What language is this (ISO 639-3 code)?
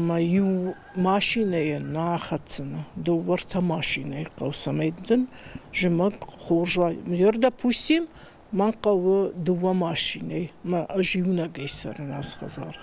oss